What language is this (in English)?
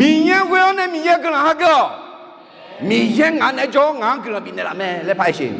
Akha